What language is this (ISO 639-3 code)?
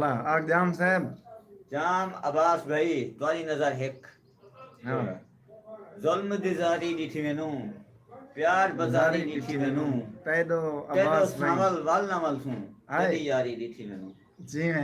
skr